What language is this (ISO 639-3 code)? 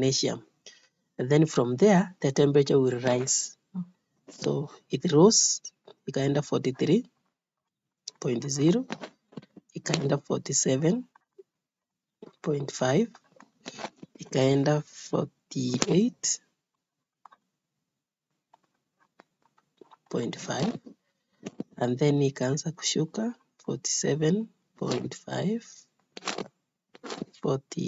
swa